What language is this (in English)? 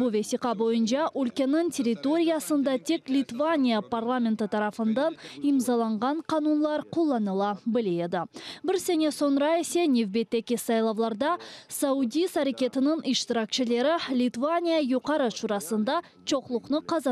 Crimean Tatar